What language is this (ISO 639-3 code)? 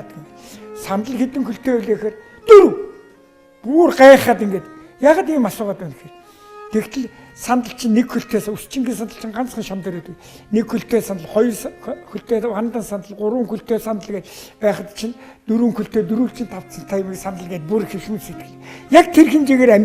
mon